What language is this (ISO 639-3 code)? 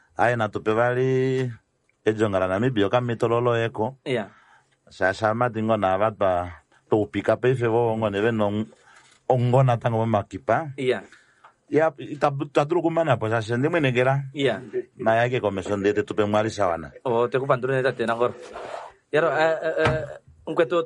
kua